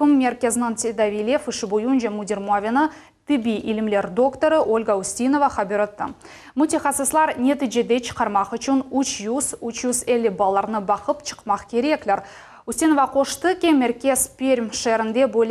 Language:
Crimean Tatar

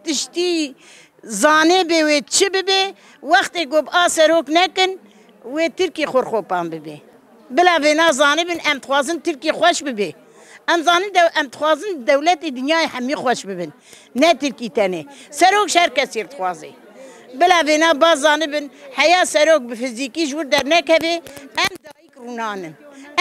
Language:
Kurdish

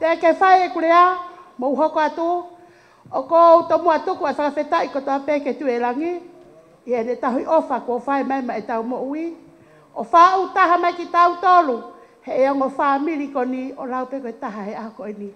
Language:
Tongan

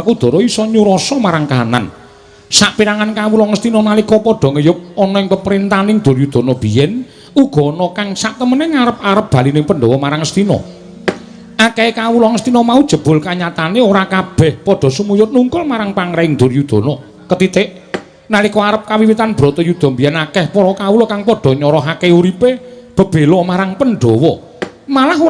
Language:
Javanese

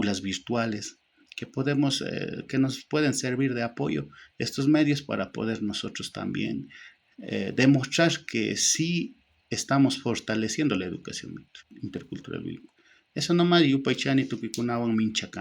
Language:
Chimborazo Highland Quichua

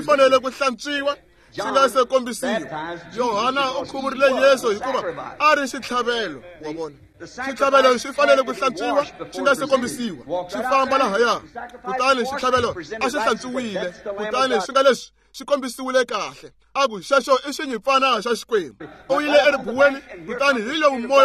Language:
Tsonga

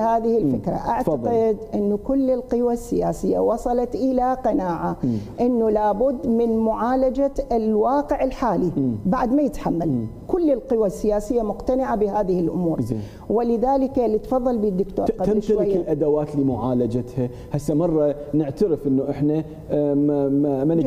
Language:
Mesopotamian Arabic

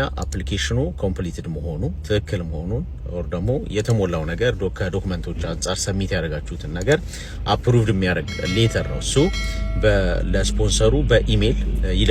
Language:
Amharic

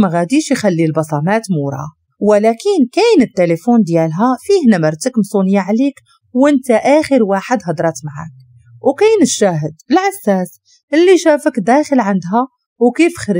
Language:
Moroccan Arabic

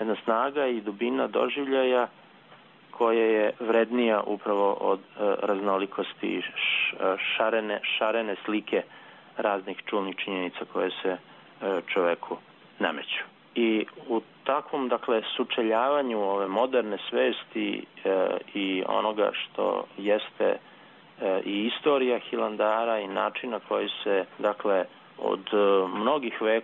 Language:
Serbian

